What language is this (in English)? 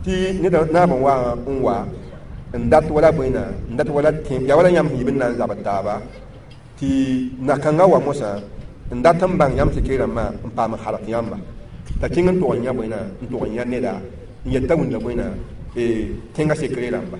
Mossi